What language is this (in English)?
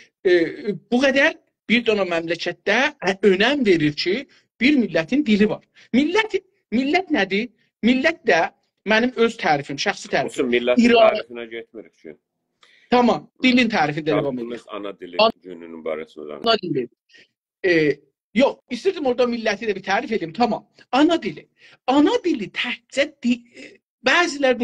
South Azerbaijani